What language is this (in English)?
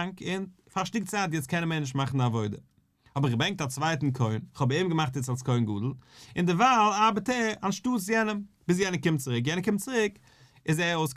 Yiddish